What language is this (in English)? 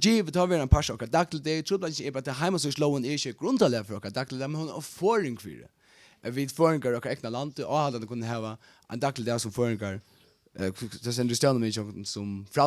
Faroese